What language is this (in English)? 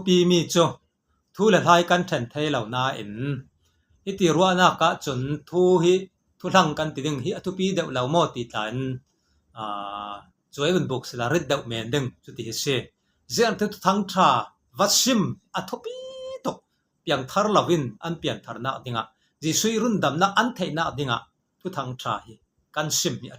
Falam Chin